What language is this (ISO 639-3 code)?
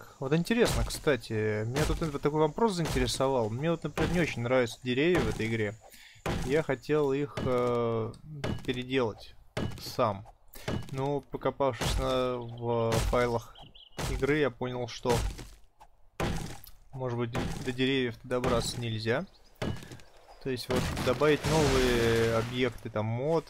rus